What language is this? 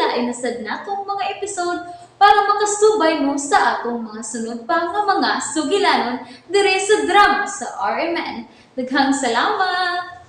Cebuano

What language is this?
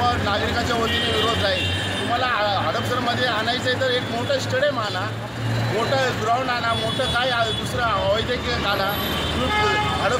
Marathi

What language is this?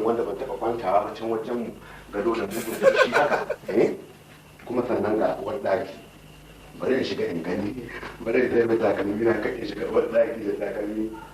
Hausa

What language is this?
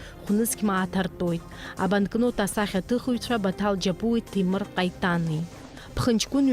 Abkhazian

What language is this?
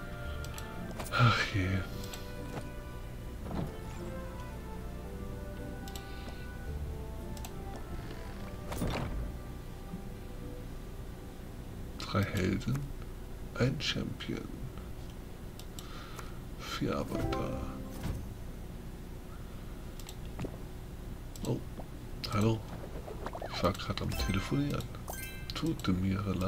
German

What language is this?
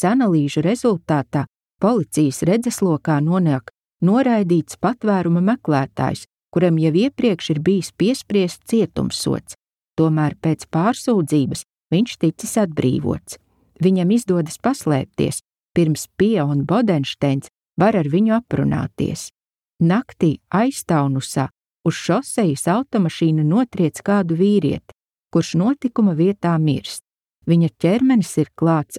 Latvian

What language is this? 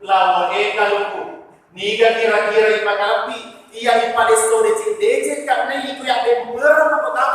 Buginese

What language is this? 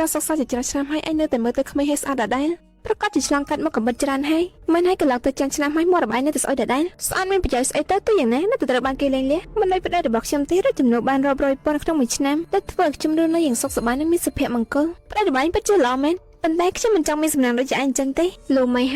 Khmer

